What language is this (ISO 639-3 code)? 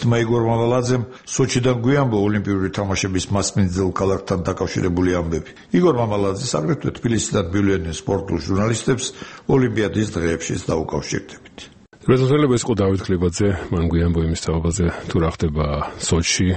kat